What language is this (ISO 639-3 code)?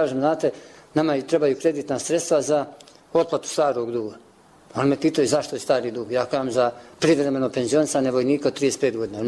bos